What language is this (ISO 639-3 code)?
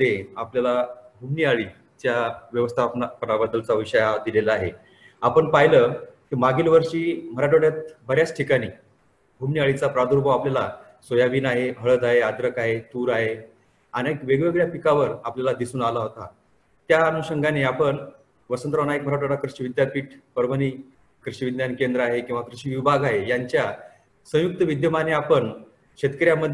mar